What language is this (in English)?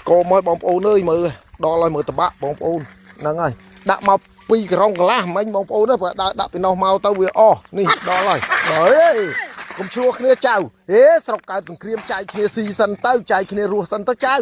Khmer